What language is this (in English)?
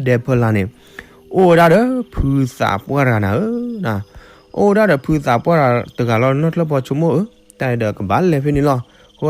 S'gaw Karen